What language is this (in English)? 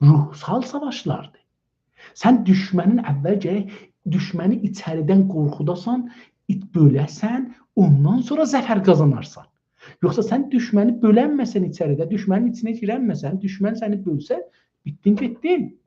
South Azerbaijani